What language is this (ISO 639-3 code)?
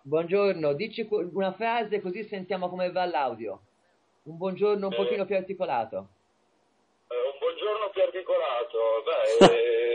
ita